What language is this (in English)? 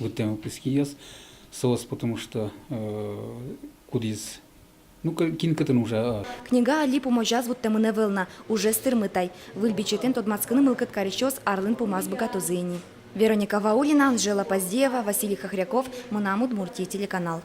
Udmurt